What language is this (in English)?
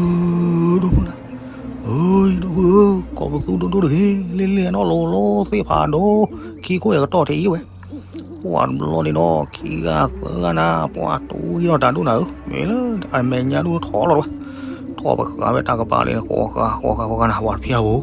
S'gaw Karen